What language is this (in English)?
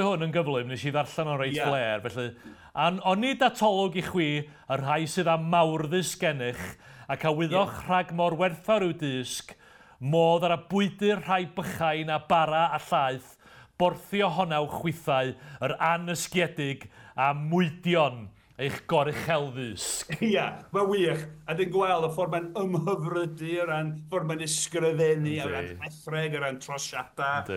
Welsh